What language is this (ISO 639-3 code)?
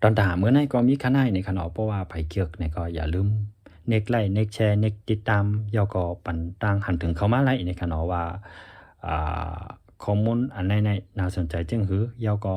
shn